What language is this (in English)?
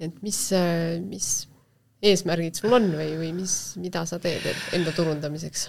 Estonian